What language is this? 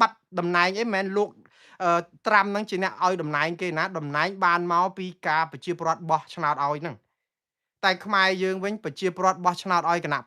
Khmer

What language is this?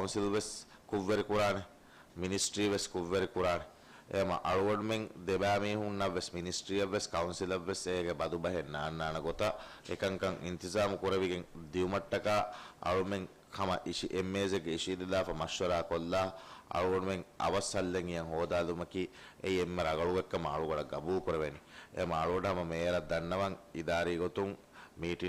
Divehi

